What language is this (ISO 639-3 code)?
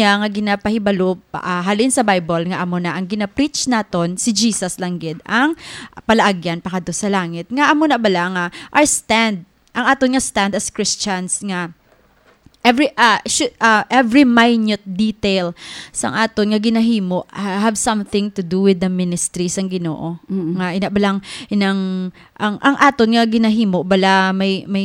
hil